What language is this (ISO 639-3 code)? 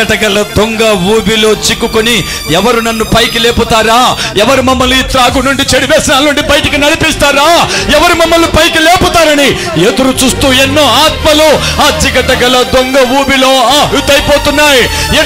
tel